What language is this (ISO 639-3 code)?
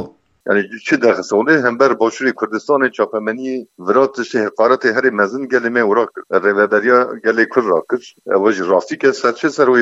kur